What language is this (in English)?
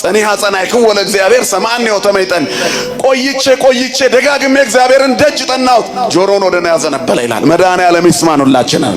Amharic